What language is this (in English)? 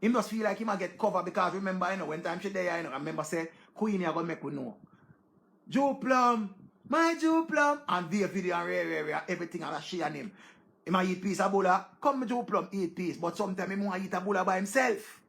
Jamaican Creole English